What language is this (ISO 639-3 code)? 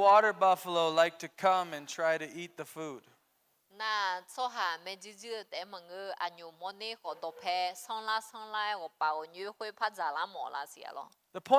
ahk